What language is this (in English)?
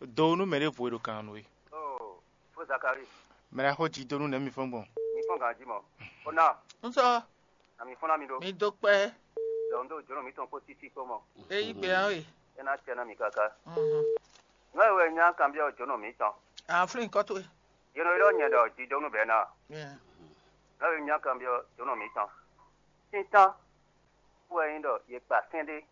Fon